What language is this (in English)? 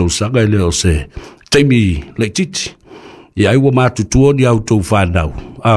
Samoan